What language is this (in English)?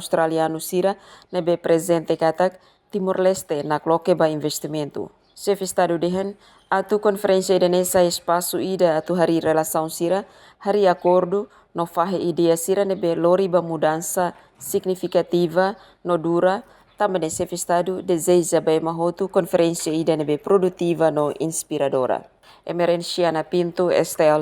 Tetum